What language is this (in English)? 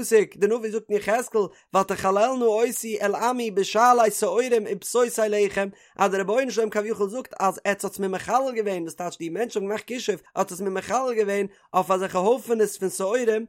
Yiddish